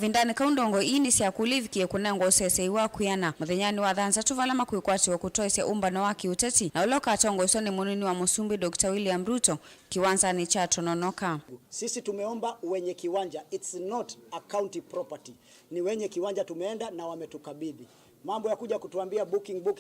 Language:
Kamba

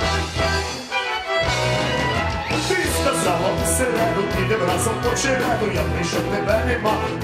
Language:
Ukrainian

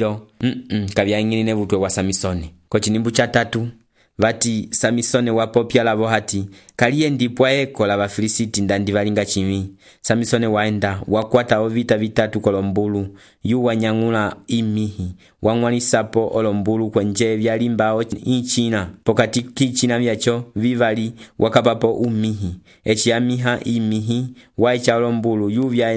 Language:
Umbundu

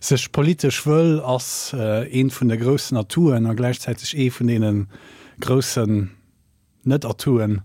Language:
Luxembourgish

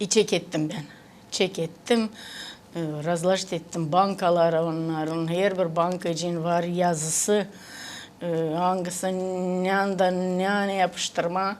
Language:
Gagauz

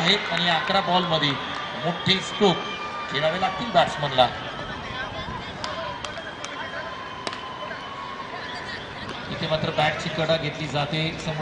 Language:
Marathi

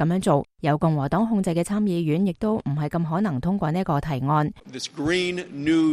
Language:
Cantonese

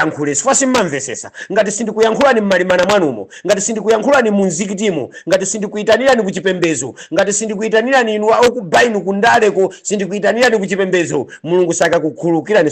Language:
Nyanja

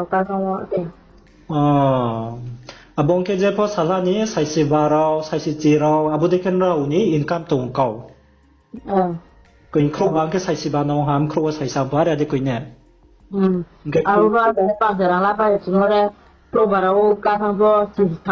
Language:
Riang (India)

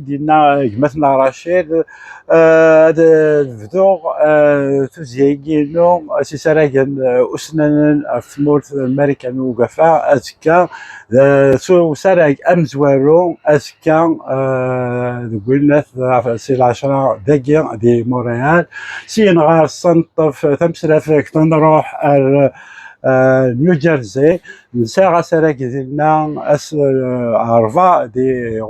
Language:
Kabyle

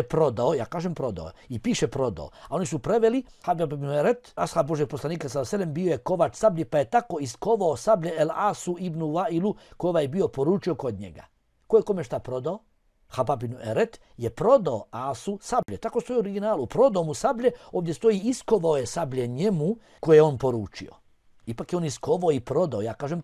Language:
Bosnian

